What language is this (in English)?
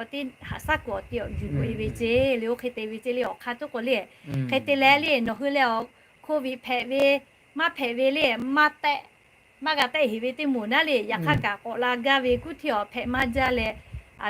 Lahu